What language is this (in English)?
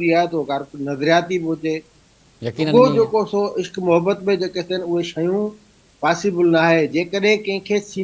Sindhi